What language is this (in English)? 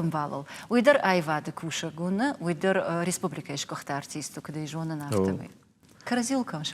Ossetic